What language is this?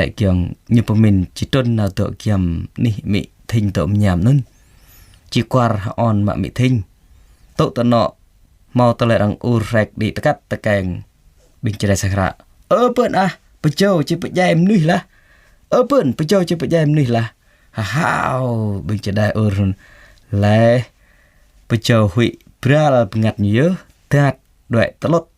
Jarai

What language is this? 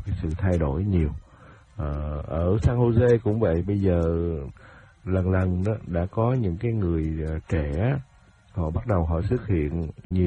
Vietnamese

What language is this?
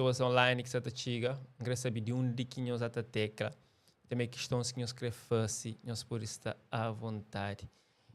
Kabuverdianu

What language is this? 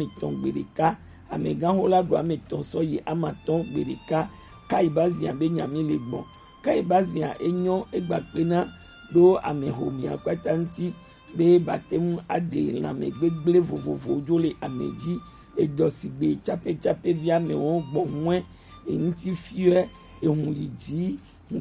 Gen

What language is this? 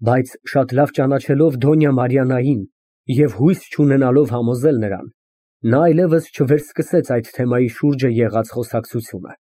Armenian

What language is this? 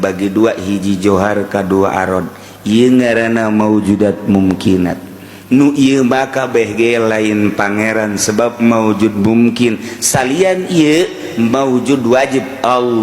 Sundanese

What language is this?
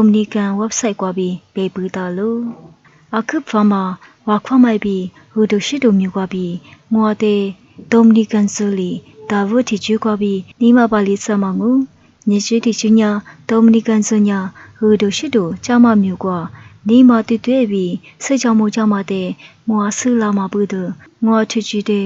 Lisu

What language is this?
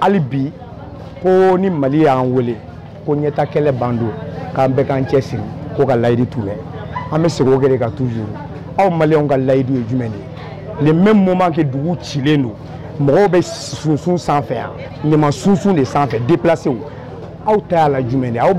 Bambara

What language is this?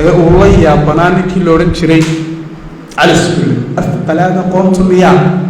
Somali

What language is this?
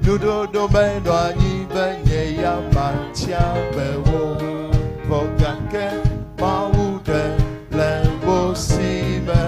Ewe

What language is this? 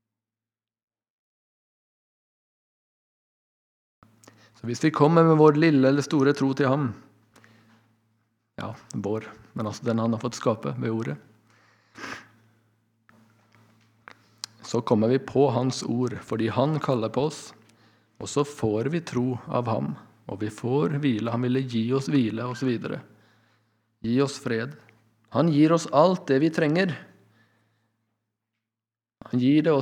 Norwegian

